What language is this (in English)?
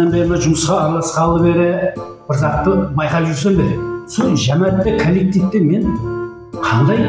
Kara-Kalpak